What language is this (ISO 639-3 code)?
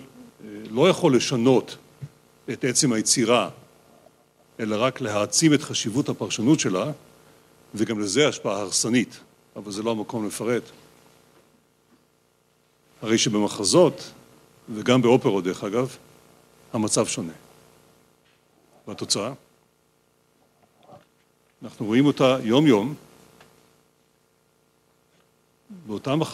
heb